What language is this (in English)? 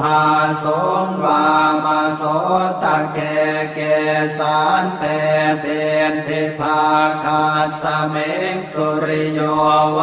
Pali